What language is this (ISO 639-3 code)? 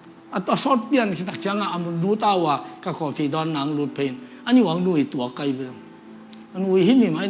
ctd